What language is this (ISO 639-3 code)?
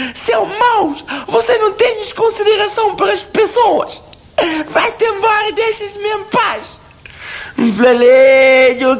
kea